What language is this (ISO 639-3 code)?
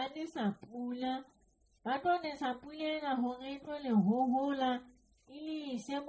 sot